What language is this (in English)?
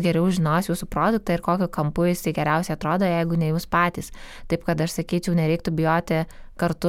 Lithuanian